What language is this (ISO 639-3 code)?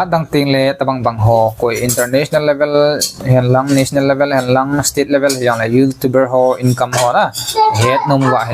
tcz